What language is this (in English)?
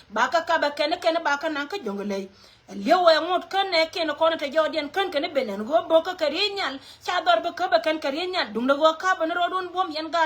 Nuer